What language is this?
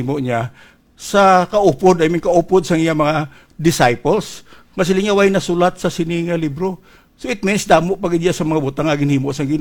Hiligaynon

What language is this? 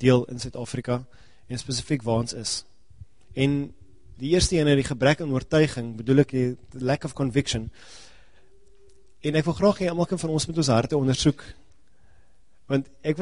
Afrikaans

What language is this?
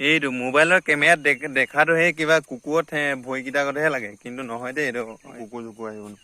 Assamese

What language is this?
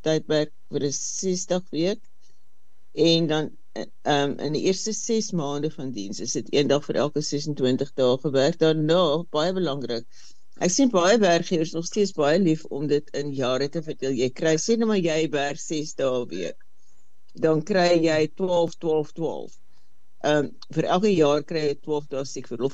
Afrikaans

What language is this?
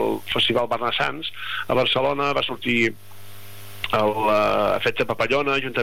Catalan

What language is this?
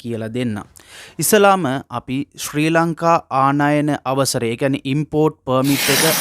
Sinhala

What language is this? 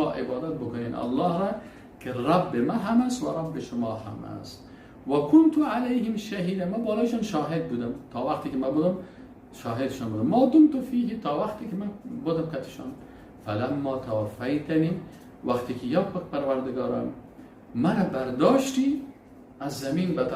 Persian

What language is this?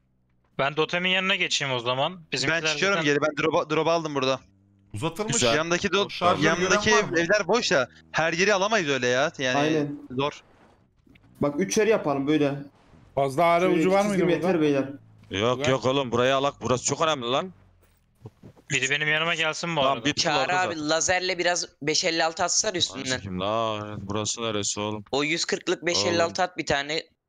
Turkish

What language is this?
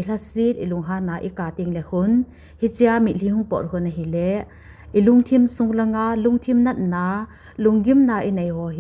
Thado Chin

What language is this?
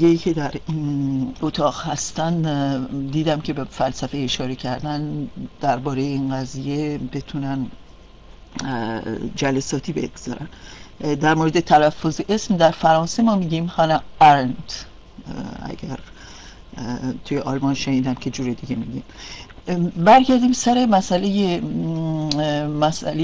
Persian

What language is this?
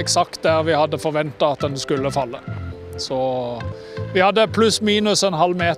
Swedish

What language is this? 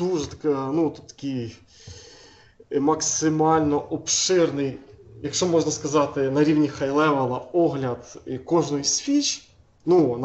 Ukrainian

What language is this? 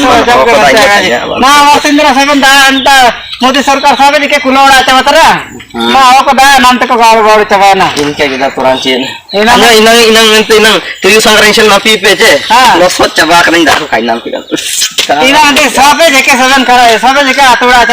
Ho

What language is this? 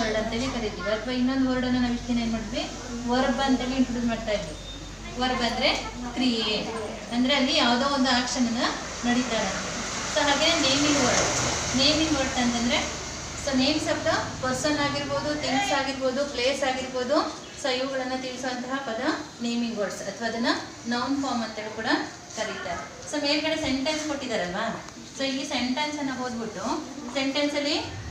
Kannada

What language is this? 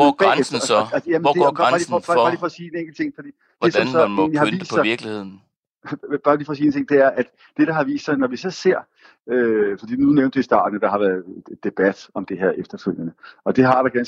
Danish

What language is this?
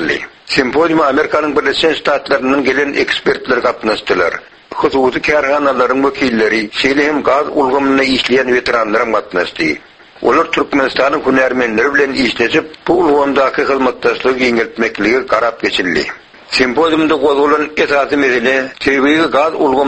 Turkmen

